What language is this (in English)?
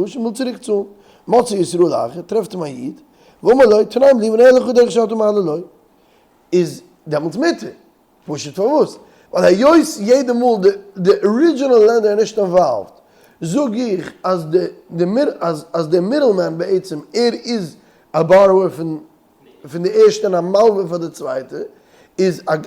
Yiddish